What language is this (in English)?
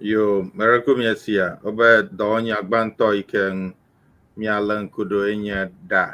Ewe